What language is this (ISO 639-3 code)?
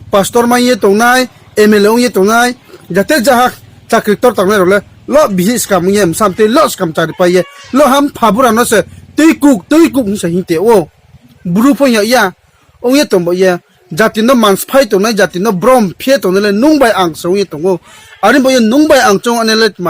ria